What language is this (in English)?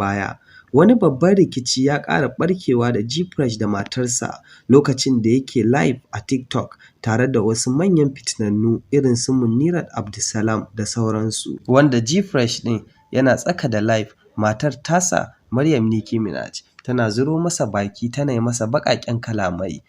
Hausa